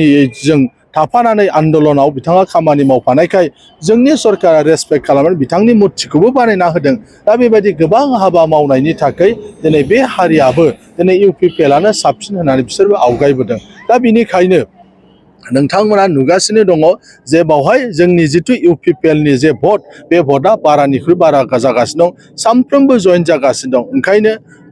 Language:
Bodo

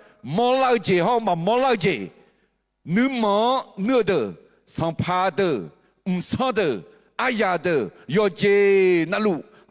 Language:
Akha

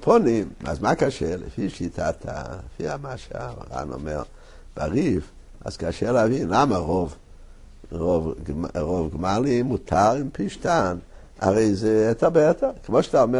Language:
Hebrew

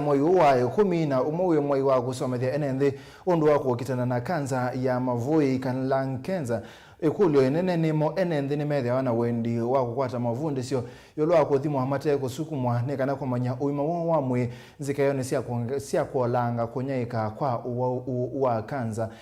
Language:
Kamba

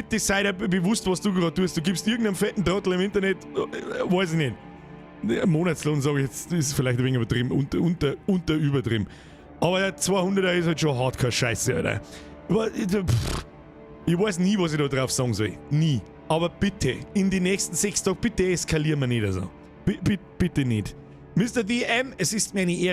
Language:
Bavarian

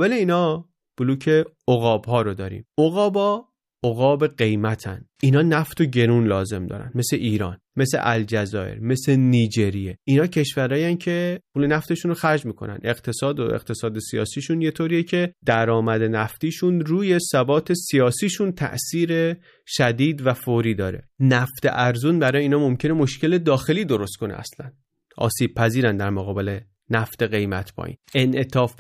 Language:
Persian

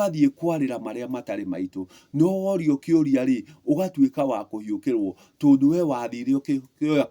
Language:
Kikuyu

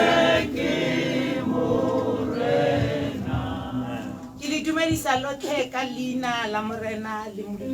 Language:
Tswana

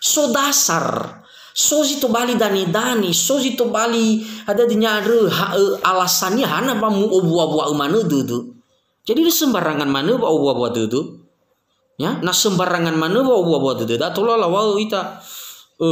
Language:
Nias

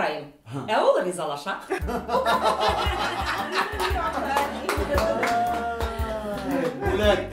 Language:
Bashkir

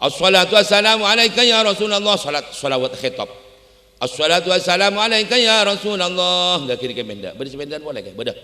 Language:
Madurese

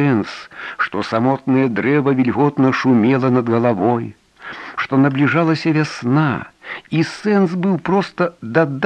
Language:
Belarusian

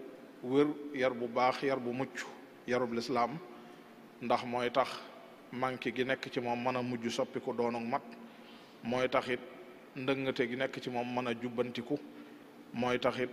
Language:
Wolof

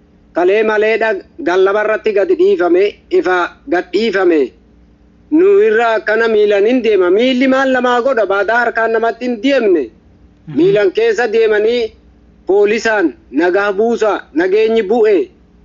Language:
Oromo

